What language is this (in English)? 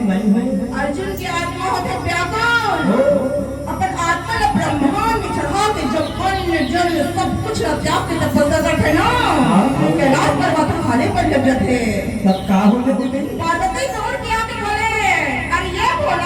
Chhattisgarhi